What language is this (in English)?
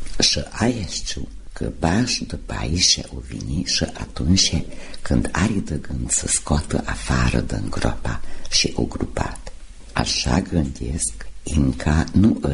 Romanian